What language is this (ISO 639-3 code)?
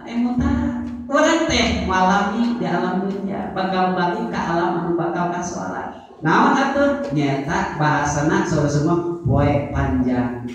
sun